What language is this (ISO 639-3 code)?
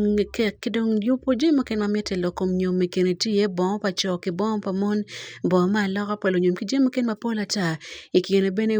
ach